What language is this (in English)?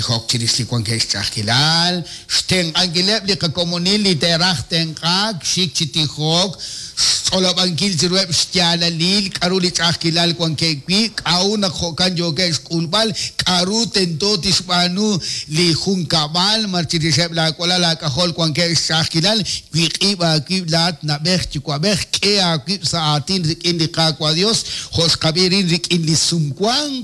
Kekchí